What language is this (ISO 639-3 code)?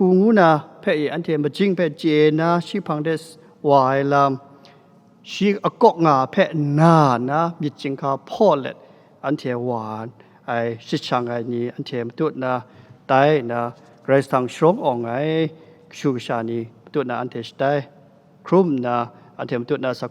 kac